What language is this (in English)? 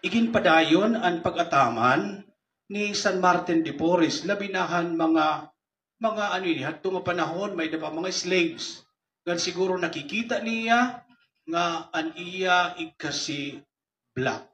Waray